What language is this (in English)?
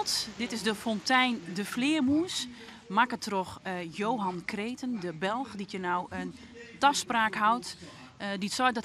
Western Frisian